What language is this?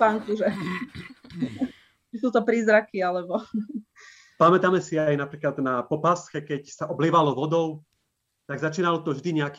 Slovak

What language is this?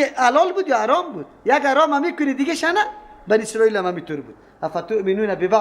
Persian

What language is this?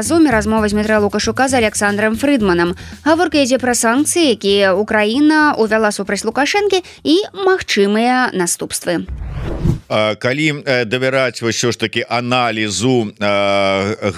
Belarusian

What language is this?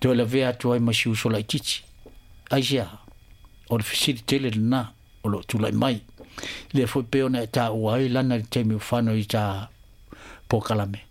Samoan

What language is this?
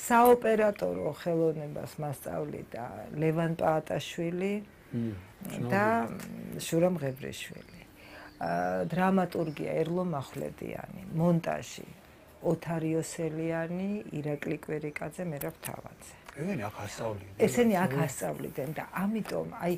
Georgian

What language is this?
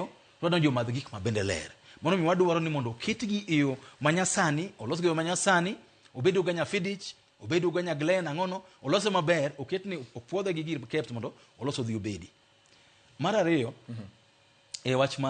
Luo (Kenya and Tanzania)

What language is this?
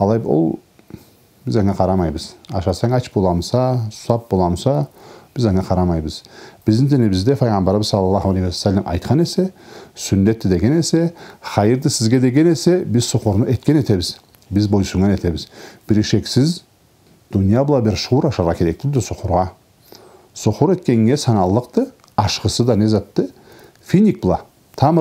Karachay-Balkar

